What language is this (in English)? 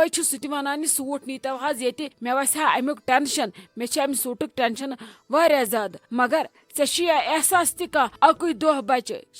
Kashmiri